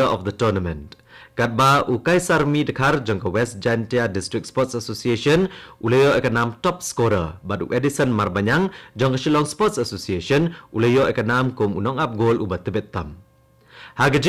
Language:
Khasi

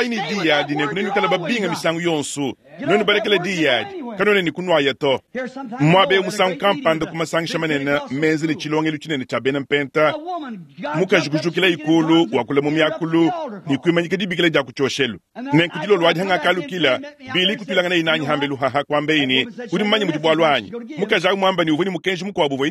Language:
Luba-Lulua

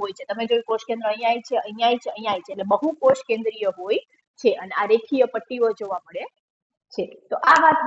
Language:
Gujarati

